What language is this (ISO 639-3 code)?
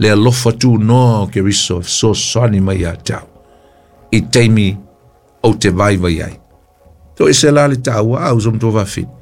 smo